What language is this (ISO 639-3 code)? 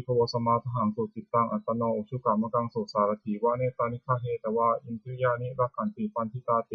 pli